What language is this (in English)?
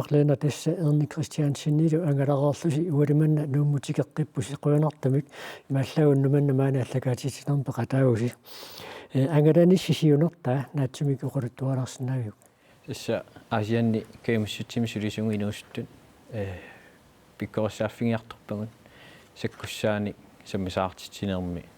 Kalaallisut